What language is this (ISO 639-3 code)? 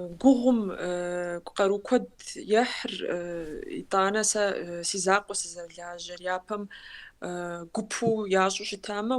kbd